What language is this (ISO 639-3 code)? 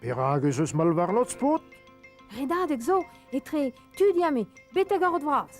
bre